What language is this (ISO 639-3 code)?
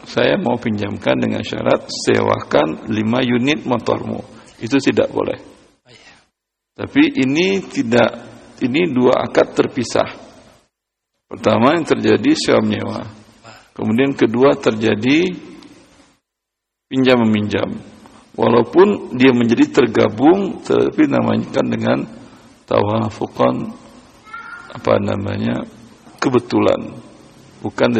ind